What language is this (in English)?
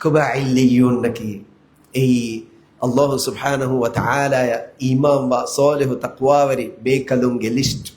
Divehi